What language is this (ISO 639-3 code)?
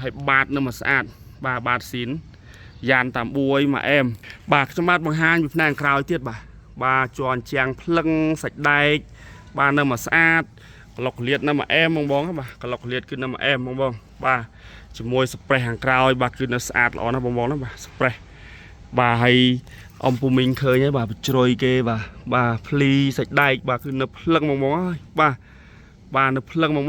khm